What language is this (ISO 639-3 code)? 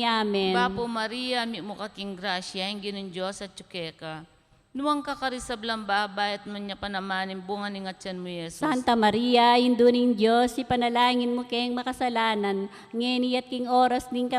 pam